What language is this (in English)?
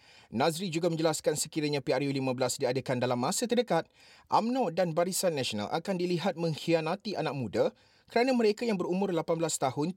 Malay